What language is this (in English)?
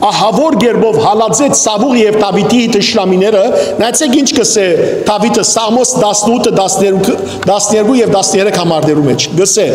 Western Armenian